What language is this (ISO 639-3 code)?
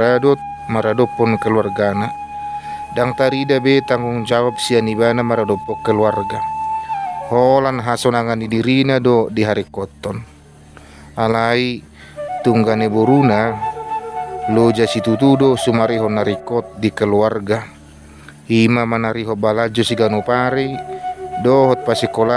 bbc